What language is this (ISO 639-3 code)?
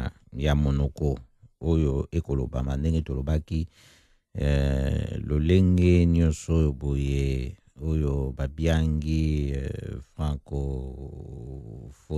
lin